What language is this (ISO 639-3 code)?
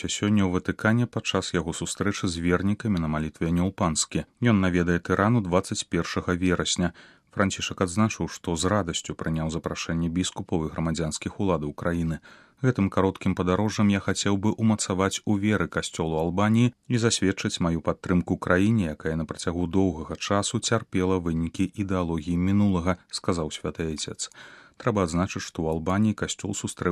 bel